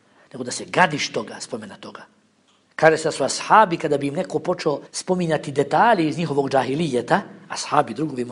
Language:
Bosnian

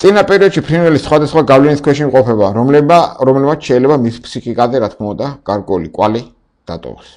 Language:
Georgian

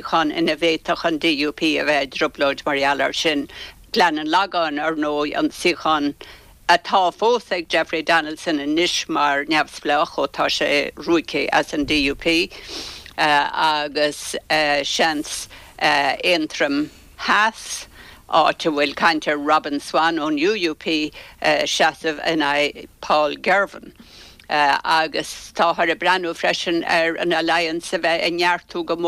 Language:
Irish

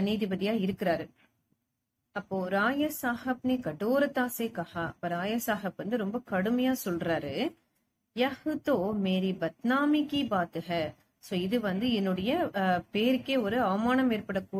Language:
Tamil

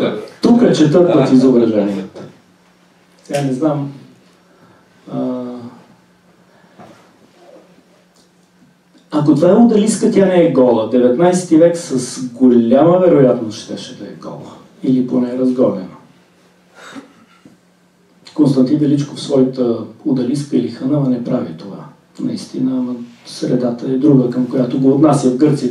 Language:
Bulgarian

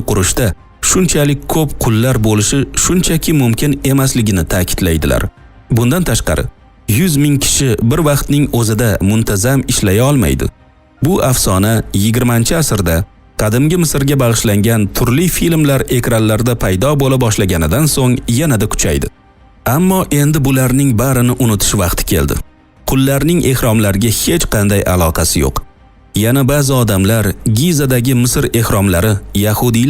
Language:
Uzbek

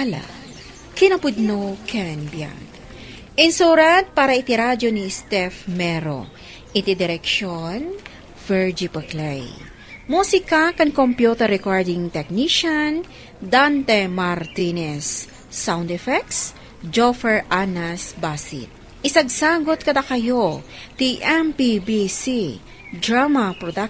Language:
Iloko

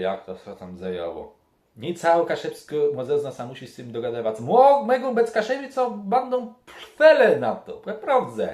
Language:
Kashubian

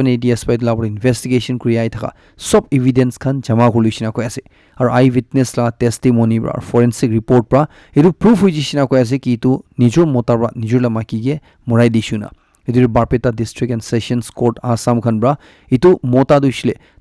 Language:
Naga Pidgin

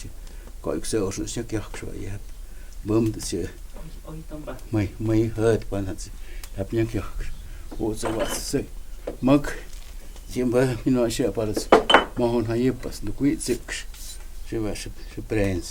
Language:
Totontepec Mixe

